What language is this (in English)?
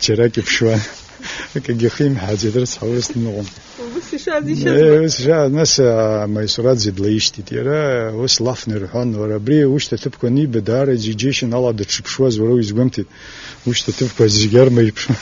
Abkhazian